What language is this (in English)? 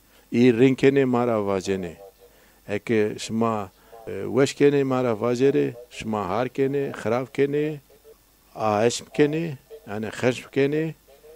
Zaza